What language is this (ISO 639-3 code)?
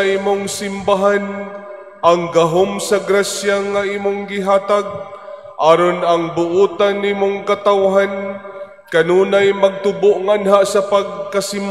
ceb